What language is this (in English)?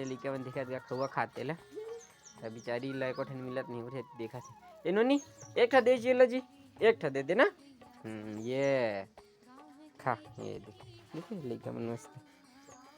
Chhattisgarhi